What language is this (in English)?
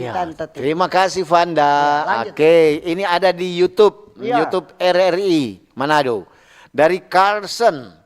Manado Malay